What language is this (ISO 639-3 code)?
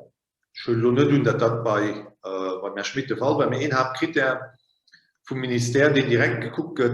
ltz